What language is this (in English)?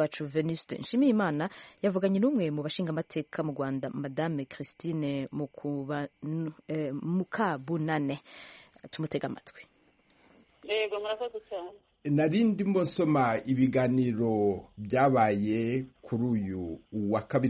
Kinyarwanda